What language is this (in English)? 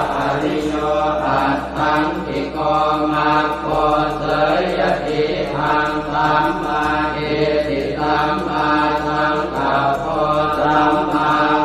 Pali